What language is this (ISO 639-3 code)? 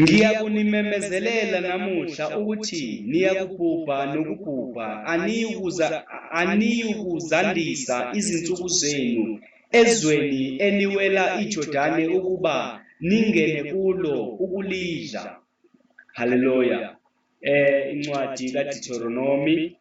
zul